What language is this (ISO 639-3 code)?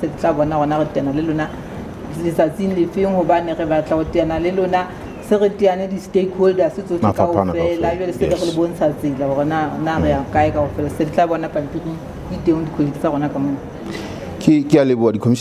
sot